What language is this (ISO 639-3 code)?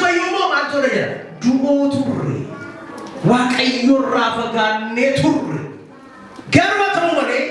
orm